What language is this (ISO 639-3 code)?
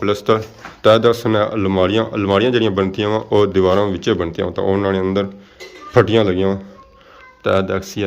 phr